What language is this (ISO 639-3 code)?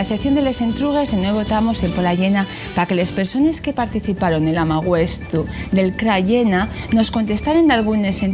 ast